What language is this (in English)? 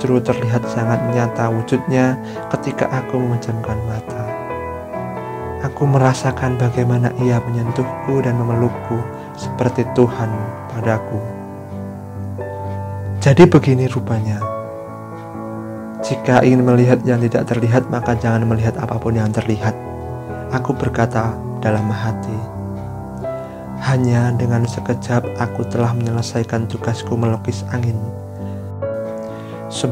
Indonesian